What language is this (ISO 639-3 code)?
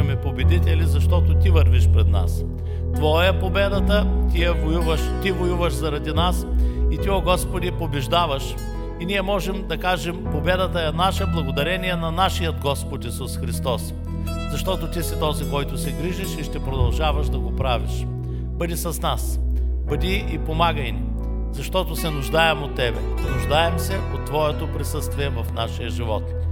bul